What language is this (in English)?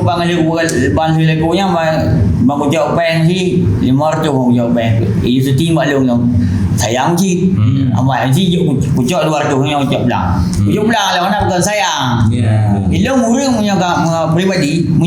Achinese